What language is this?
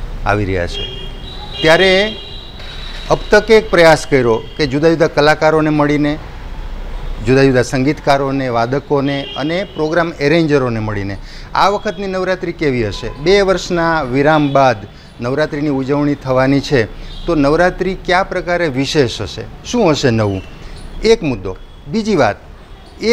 Gujarati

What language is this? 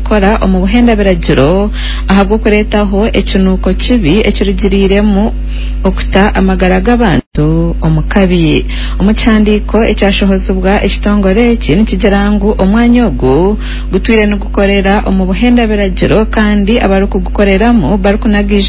Nyankole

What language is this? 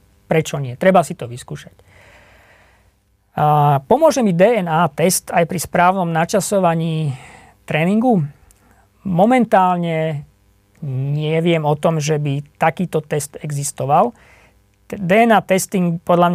Slovak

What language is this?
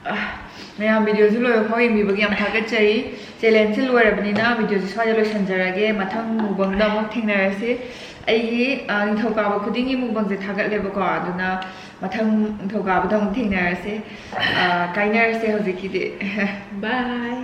Manipuri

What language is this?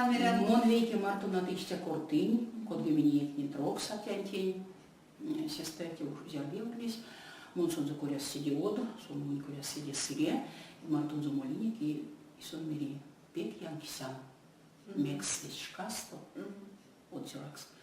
Erzya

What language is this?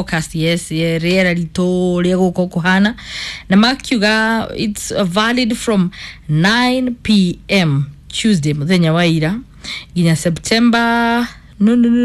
Kikuyu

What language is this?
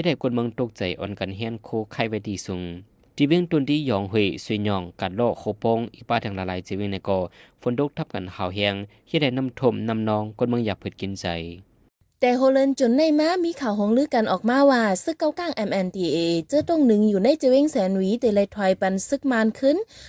Shan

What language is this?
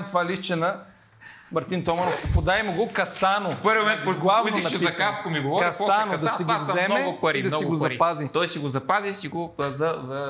Bulgarian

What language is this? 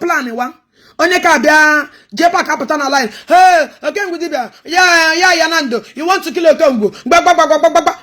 Igbo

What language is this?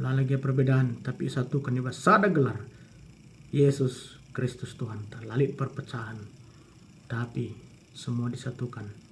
Batak Karo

